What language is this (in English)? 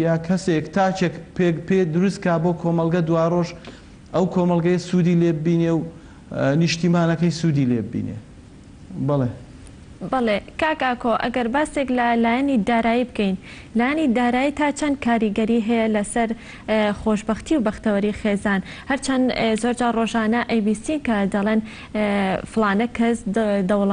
Central Kurdish